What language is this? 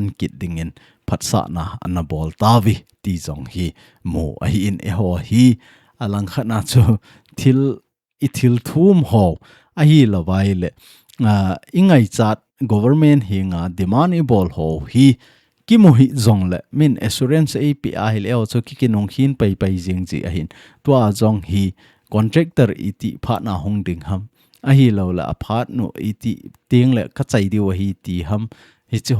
Thado Chin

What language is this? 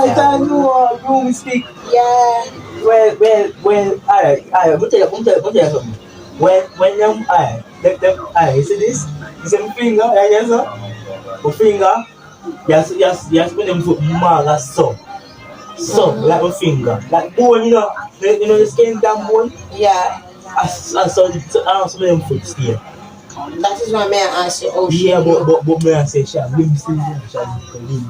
Jamaican Creole English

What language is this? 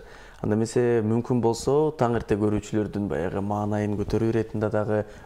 Kyrgyz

